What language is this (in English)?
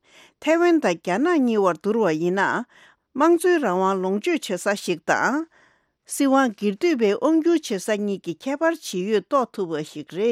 Tibetan